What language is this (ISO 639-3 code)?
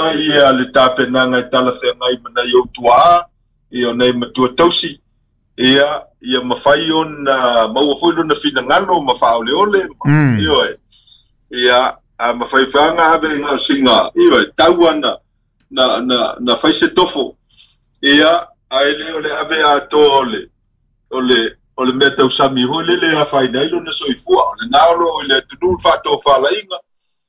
smo